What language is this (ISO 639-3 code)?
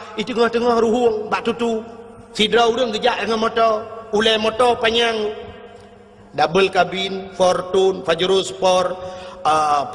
ace